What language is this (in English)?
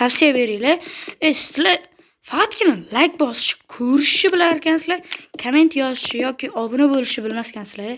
Uzbek